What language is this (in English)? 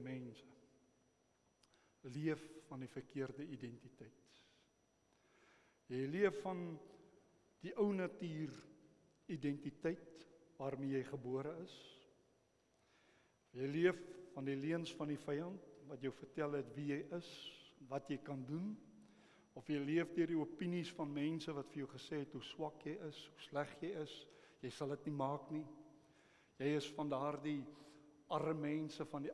Afrikaans